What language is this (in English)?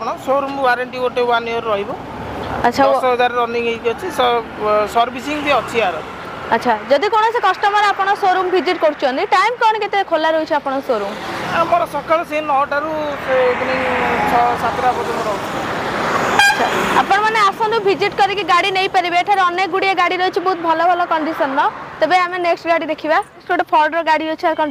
Odia